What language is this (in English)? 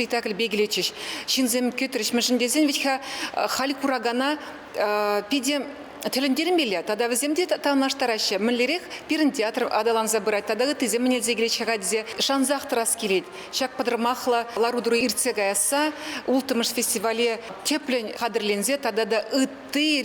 Chuvash